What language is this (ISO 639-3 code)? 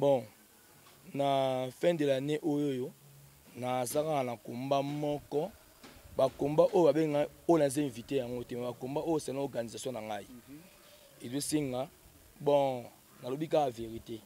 lin